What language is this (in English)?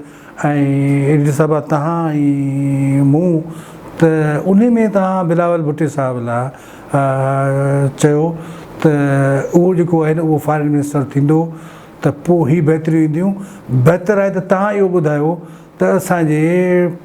Sindhi